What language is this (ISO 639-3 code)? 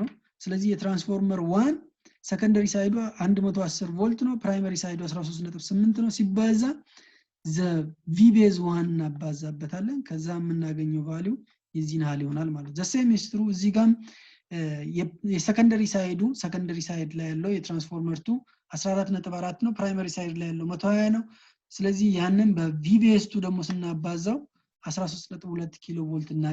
amh